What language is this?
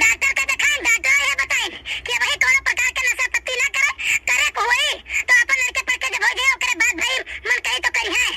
Awadhi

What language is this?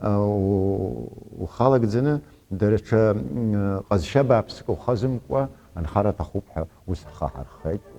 Abkhazian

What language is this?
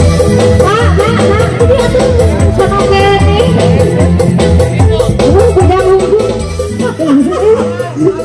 Indonesian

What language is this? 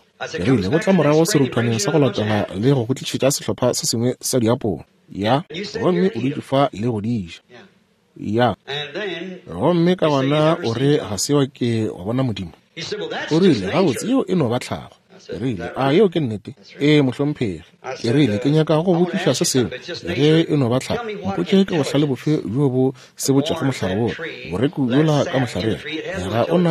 Northern Sotho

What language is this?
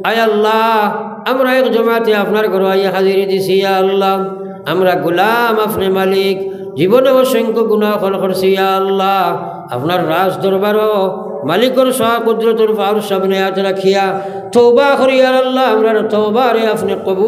Sylheti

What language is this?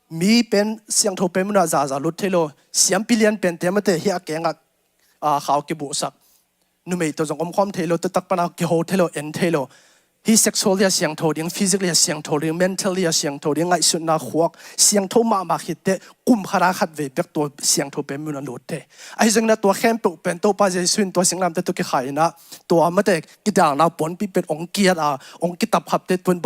Tedim Chin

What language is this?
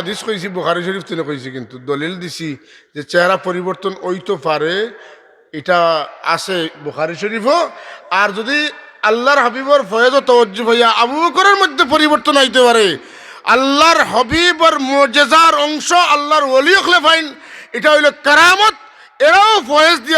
Sylheti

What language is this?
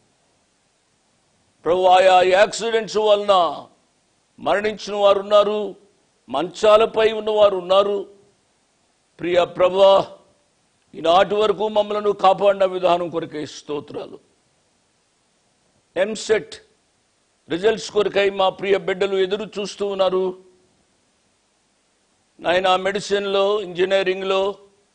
Telugu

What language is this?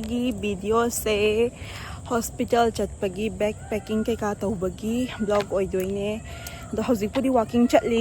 Manipuri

